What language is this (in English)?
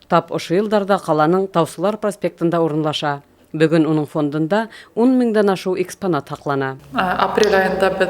Bashkir